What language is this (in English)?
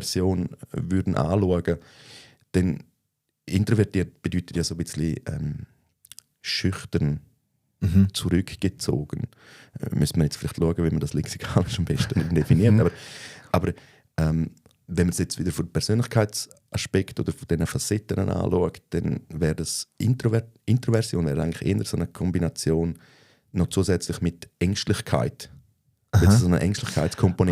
Swiss German